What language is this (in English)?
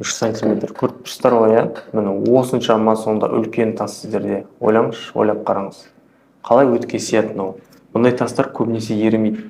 Kazakh